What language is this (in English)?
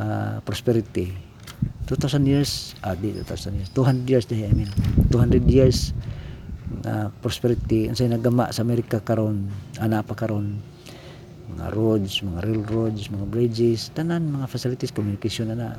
Cebuano